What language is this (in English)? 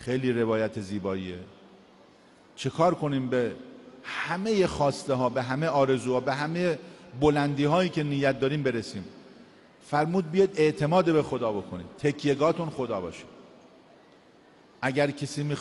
Persian